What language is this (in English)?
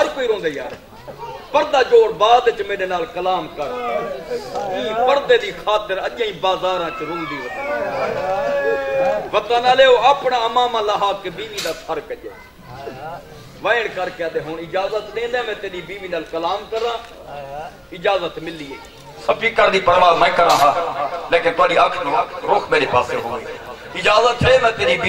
Saraiki